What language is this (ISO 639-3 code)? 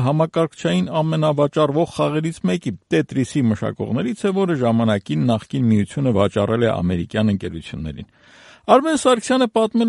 hye